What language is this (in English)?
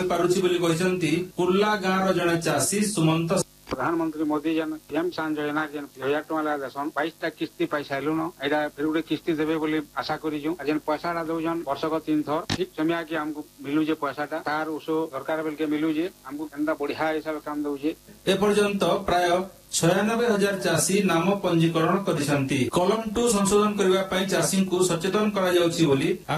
Odia